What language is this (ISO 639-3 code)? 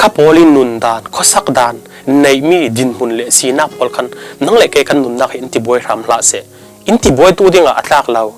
cfm